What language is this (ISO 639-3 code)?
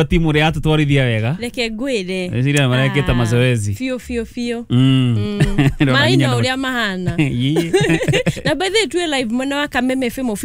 kik